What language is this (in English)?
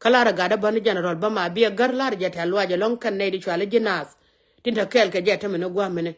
Nuer